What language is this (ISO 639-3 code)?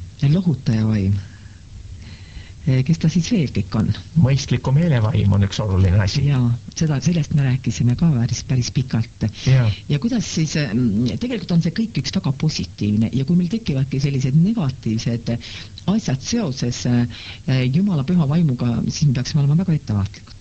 est